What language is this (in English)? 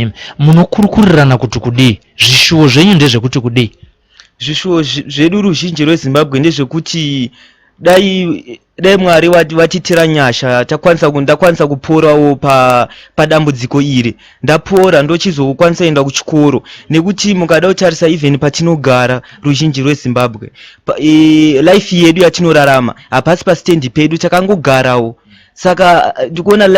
Shona